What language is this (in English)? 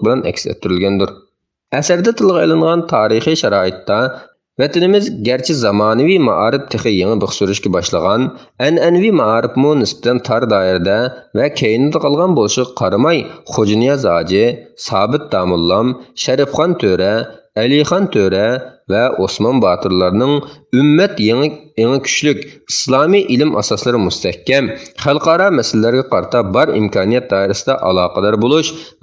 Uyghur